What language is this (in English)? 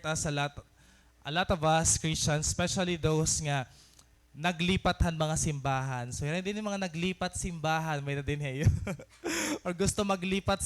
Waray